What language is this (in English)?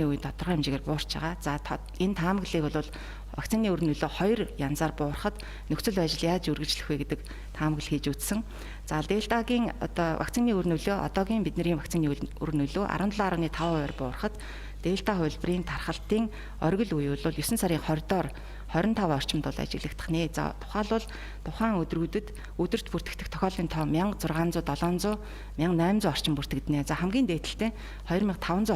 Mongolian